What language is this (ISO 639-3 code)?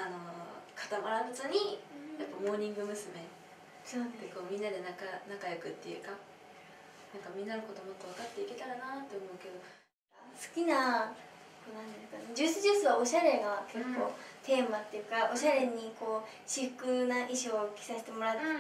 jpn